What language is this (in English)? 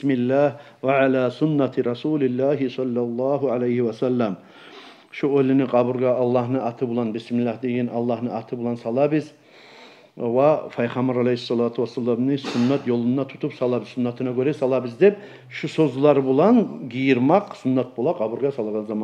Kumyk